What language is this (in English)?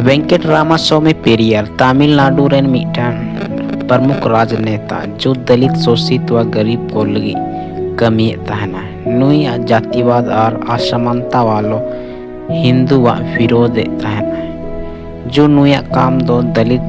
Santali